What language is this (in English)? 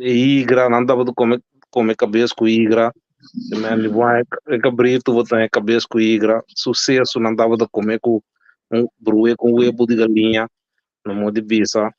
Papiamento